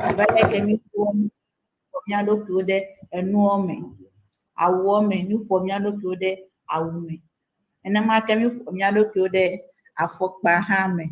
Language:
Ewe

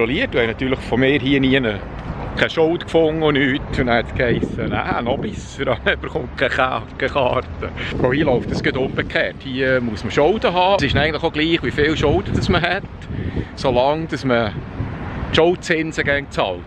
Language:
Swiss German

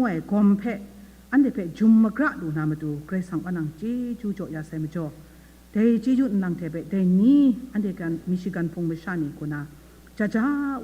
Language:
Kachin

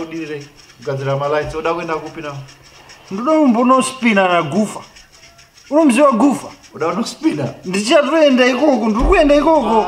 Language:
Shona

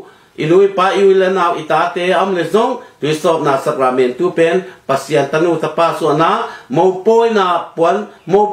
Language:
Tedim Chin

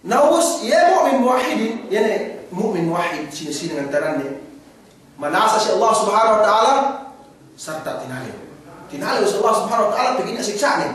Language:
Yakan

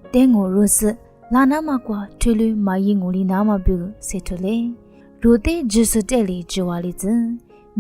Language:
Lisu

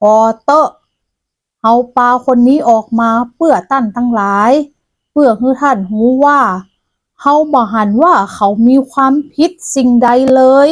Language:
Northern Thai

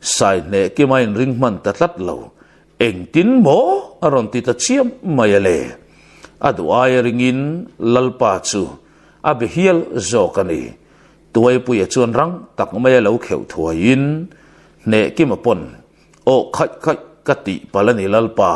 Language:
Mizo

